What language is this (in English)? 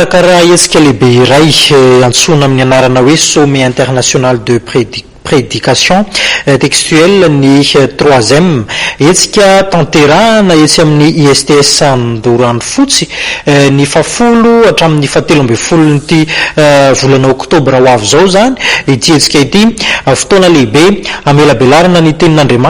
Malagasy